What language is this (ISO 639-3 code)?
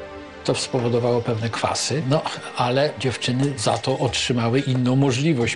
pol